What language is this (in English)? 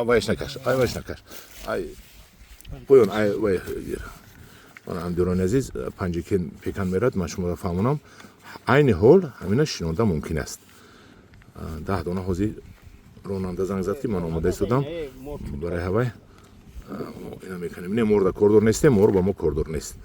Tajik